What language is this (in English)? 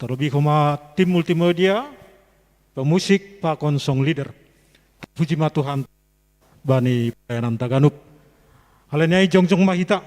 Batak Simalungun